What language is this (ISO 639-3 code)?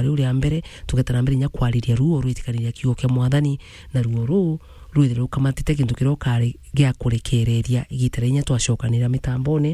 mer